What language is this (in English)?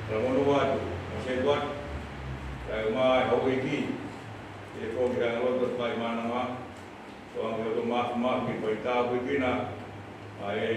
Tongan